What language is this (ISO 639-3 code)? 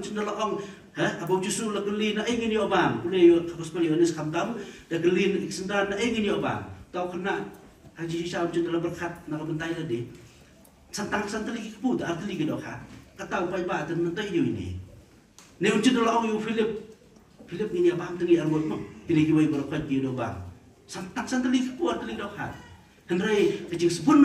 kha